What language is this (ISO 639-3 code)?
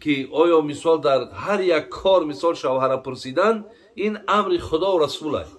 tgk